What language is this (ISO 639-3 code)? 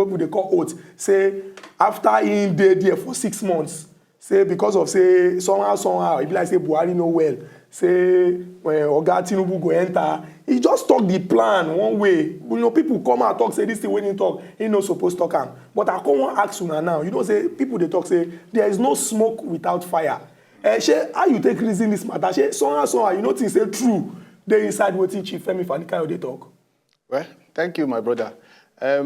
pcm